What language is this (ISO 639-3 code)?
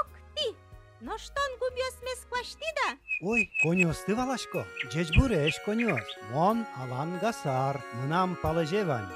udm